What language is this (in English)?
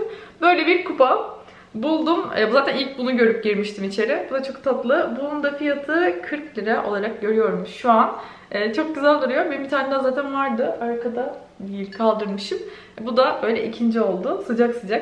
Turkish